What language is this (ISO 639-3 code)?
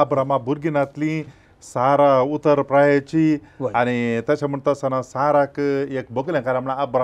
kok